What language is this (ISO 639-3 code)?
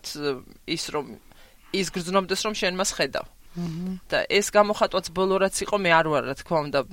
kat